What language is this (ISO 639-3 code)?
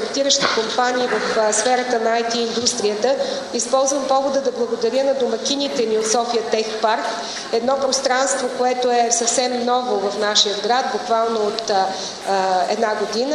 bul